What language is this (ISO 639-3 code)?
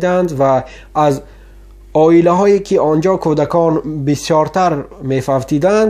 tgk